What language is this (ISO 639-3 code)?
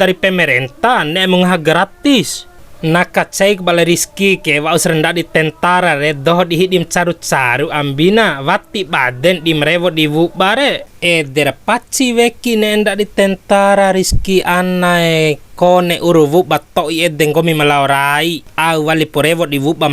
bhp